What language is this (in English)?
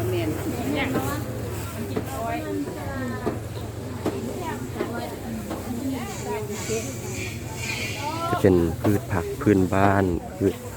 Lao